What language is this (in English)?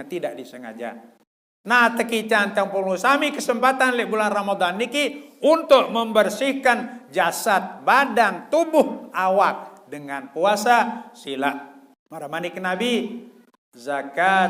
Sasak